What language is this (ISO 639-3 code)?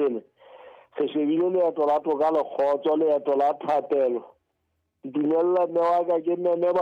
sot